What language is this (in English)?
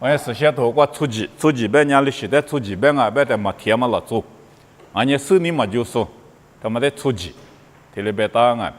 Lisu